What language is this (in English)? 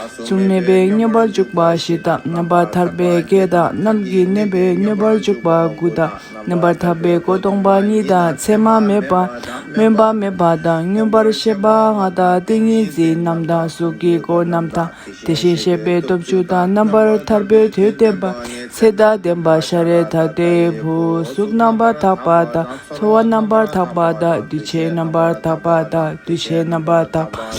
Tibetan